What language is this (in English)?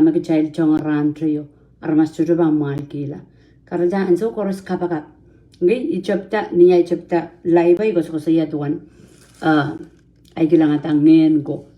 Pohnpeian